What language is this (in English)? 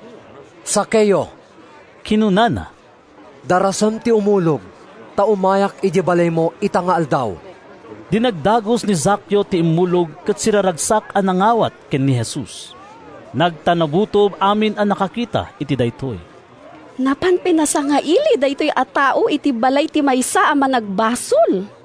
Iloko